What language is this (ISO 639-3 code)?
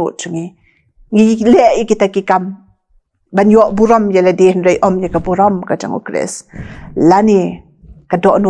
kha